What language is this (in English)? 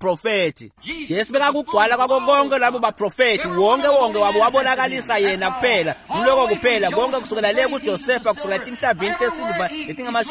Swati